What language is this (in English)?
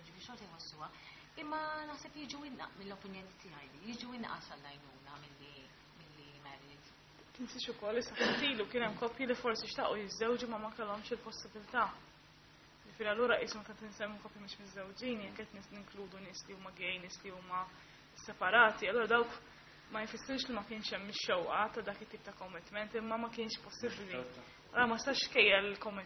Maltese